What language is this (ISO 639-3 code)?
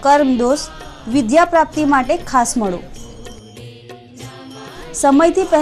guj